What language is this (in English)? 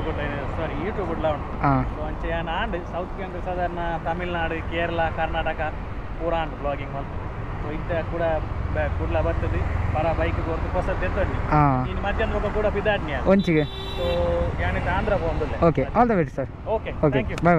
Tulu